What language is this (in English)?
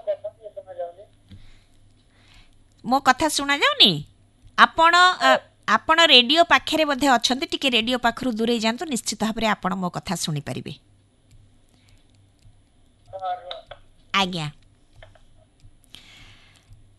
Odia